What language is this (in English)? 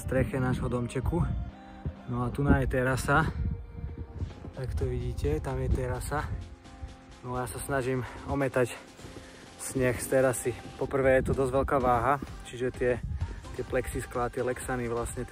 Slovak